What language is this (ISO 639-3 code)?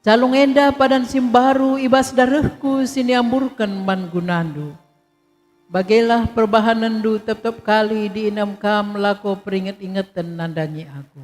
btx